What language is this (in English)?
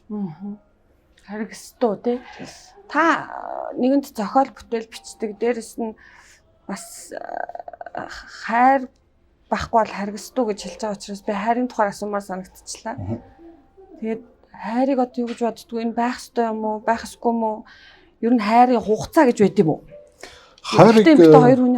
Mongolian